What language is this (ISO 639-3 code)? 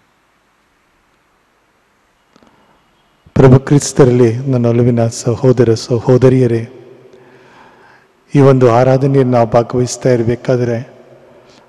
kan